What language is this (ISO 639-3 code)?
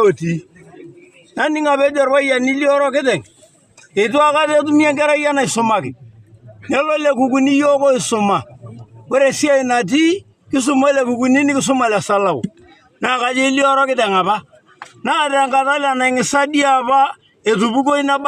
mas